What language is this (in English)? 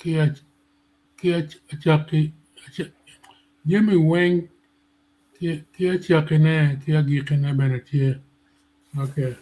Acoli